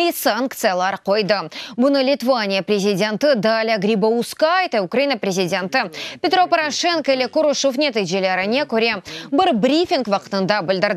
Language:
Crimean Tatar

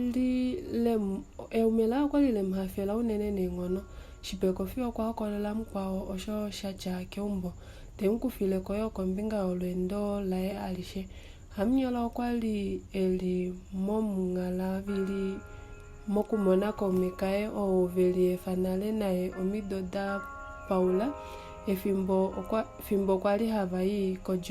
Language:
Kuanyama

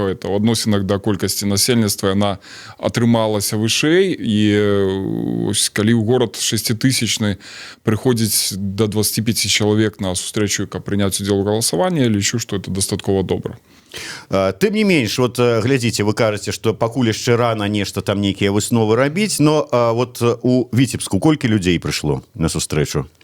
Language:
Belarusian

